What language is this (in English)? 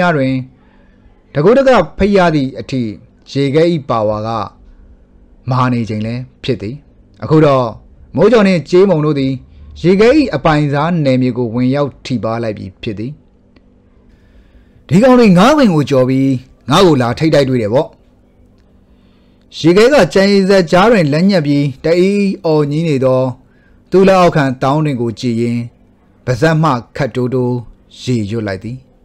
Burmese